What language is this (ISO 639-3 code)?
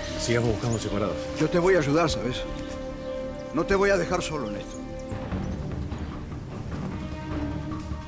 spa